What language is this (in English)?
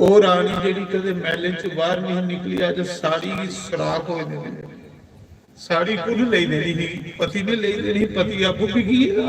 Dogri